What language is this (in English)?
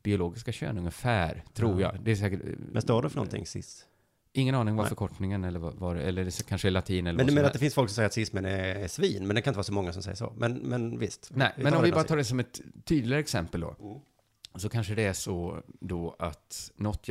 Swedish